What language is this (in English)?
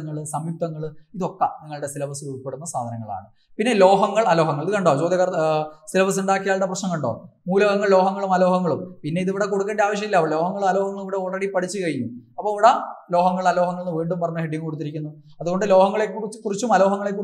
Malayalam